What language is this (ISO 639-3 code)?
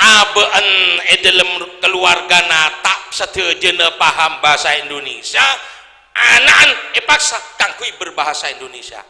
mad